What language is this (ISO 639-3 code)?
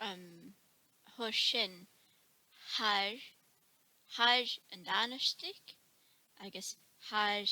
gla